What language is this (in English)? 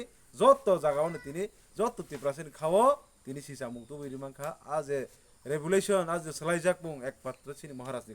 Kok Borok